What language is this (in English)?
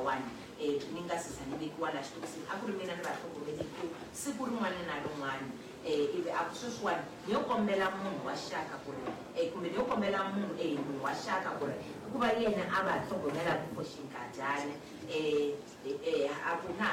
Tsonga